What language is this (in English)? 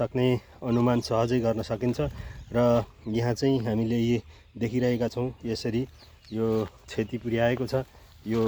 Nepali